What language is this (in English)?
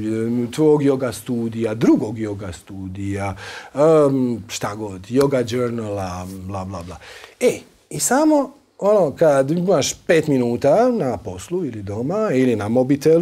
Croatian